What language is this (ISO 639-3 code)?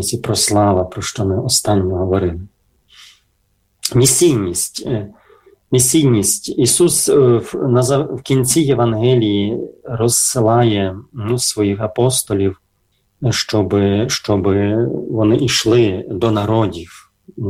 ukr